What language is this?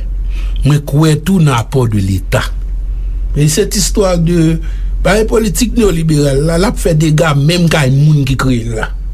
Haitian Creole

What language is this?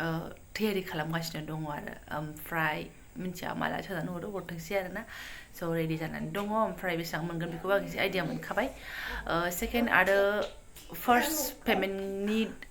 Bodo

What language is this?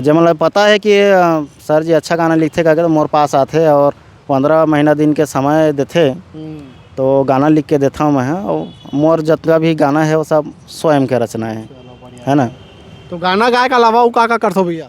Chhattisgarhi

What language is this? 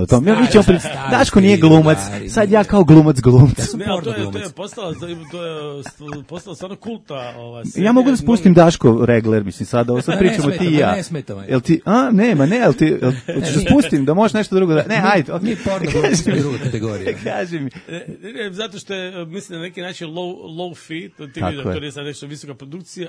Serbian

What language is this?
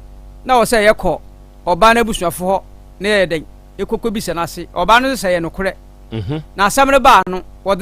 Akan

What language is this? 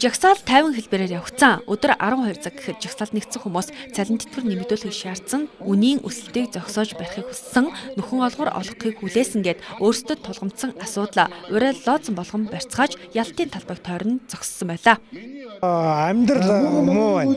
Mongolian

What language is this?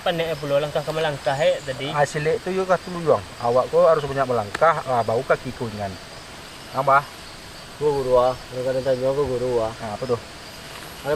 Minangkabau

